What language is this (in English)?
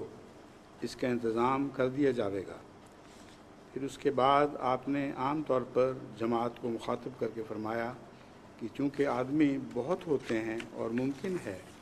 Urdu